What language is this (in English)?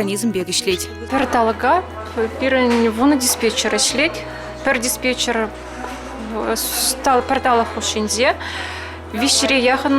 Chuvash